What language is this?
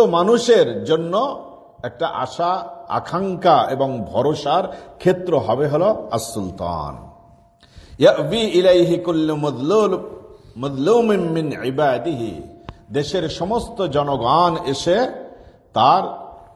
Bangla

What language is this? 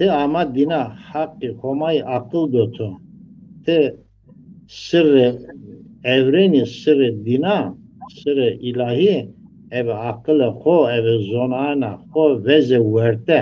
Zaza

